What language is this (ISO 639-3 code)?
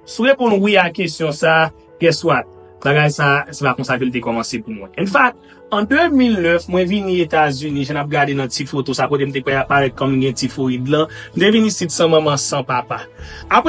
hat